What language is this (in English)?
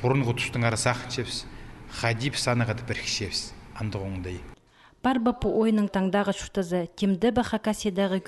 Khakas